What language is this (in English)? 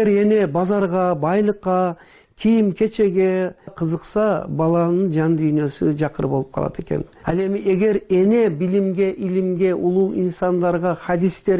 Kyrgyz